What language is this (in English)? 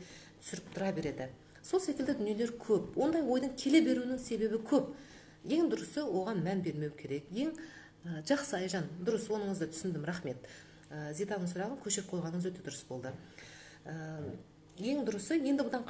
Kazakh